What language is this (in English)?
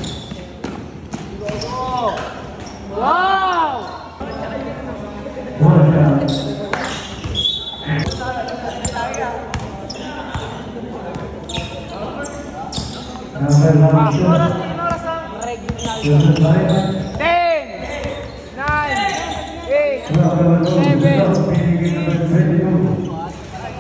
Filipino